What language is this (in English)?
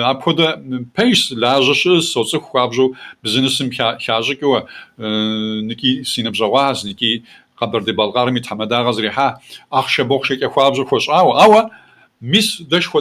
Kabardian